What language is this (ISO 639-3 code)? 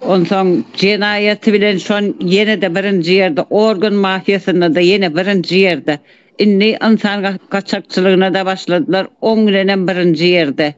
tuk